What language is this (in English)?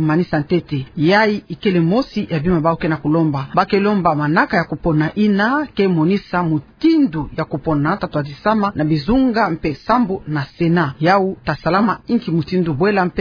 Kituba (Democratic Republic of Congo)